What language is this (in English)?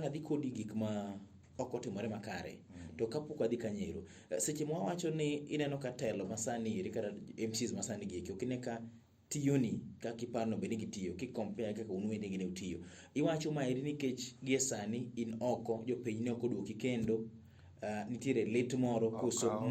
Luo (Kenya and Tanzania)